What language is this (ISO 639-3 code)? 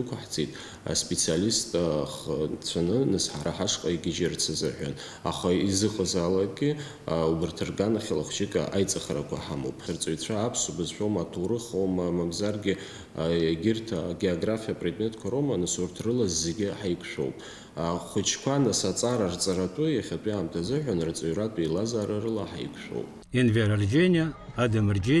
abk